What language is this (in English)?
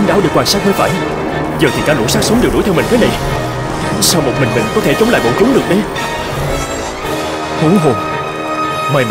Vietnamese